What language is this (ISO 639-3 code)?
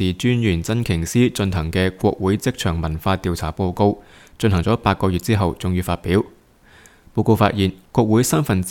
yue